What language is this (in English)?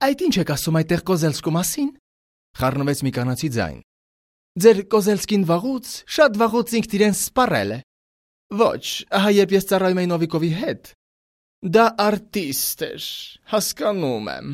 Armenian